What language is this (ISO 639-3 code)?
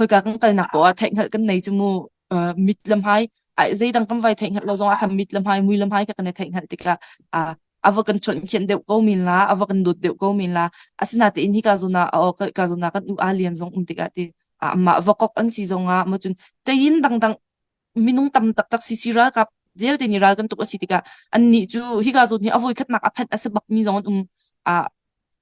cnh